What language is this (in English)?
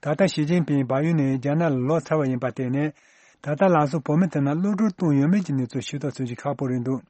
Tibetan